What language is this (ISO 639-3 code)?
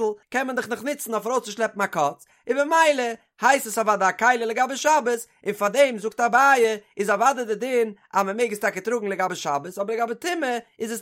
yid